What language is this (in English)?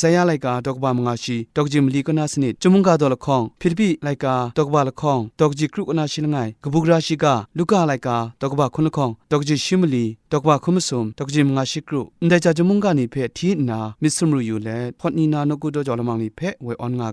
Kachin